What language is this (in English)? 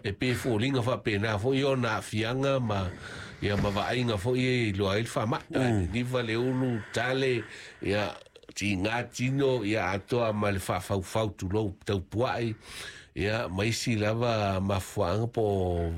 Samoan